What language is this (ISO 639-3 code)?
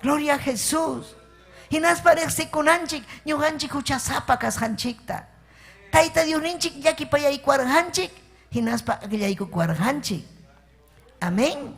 quy